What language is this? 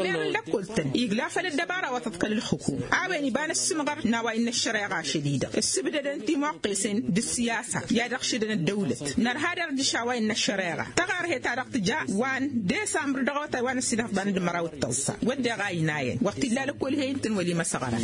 Tamasheq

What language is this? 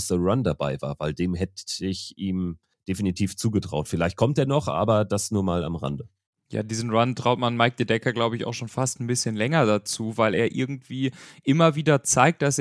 German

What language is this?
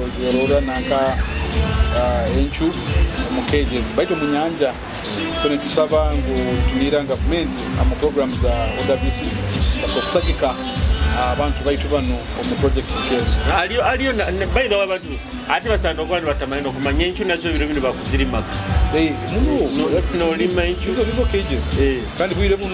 Nyoro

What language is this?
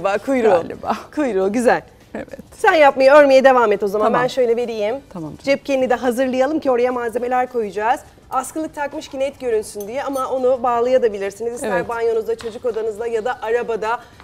Turkish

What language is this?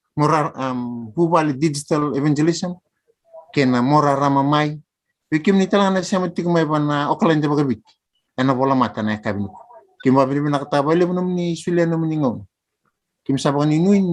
Fijian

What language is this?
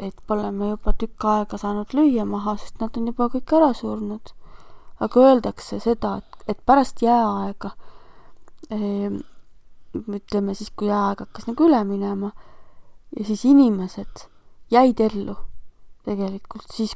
Estonian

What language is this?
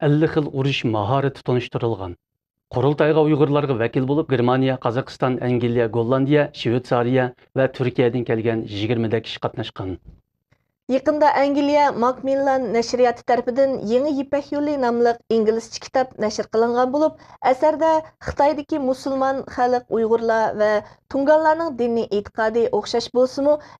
Uyghur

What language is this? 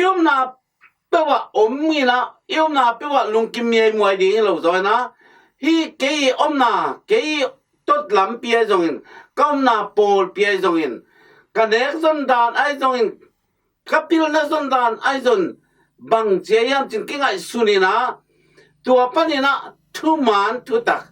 Tedim Chin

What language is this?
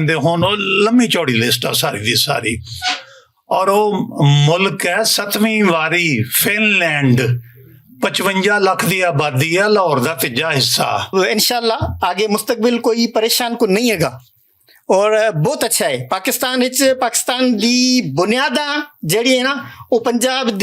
Western Panjabi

